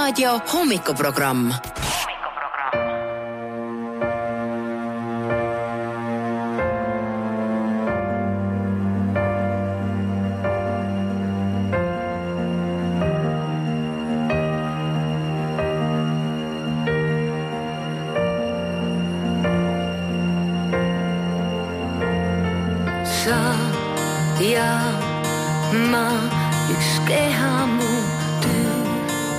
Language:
Estonian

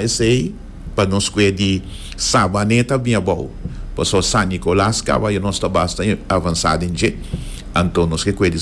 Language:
Papiamento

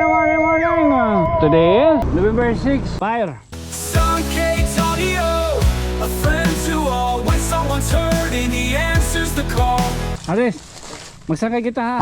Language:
Waray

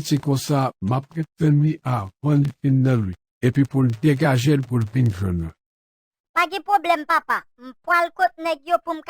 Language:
Haitian Creole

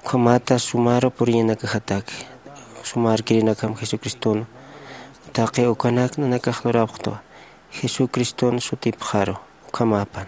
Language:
Aymara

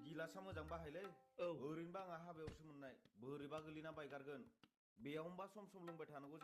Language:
Bodo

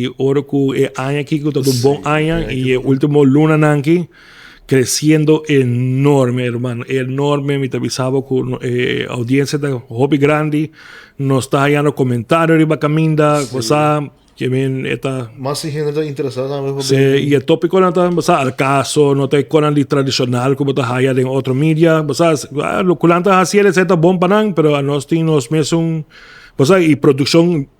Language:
Papiamento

